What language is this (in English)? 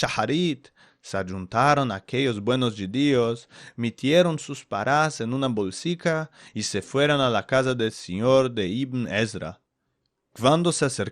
Ladino